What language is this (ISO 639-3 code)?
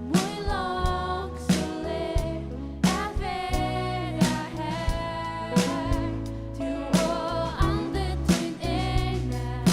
fao